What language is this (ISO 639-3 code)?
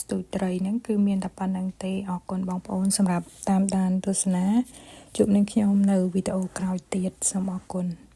khm